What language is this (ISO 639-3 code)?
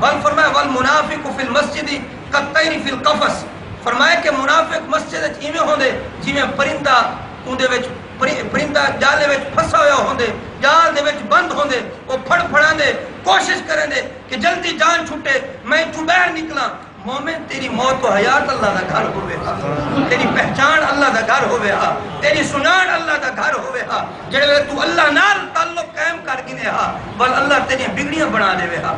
skr